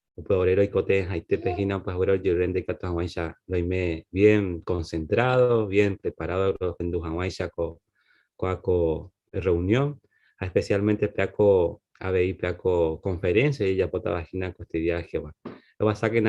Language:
Guarani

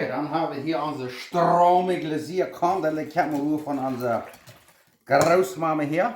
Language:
Plautdietsch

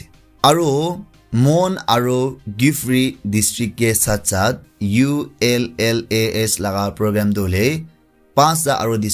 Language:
Naga Pidgin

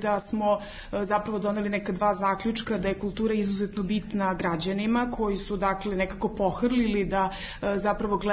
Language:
Serbian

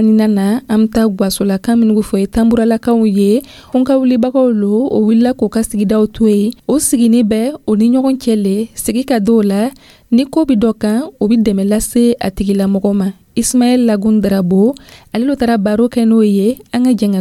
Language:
Dyula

